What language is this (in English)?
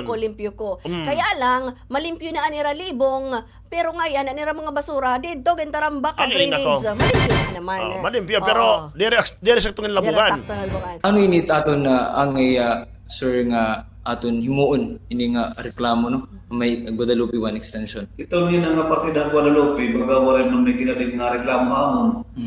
Waray